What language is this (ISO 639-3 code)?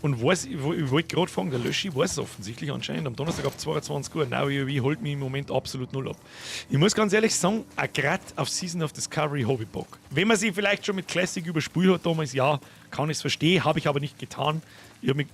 bar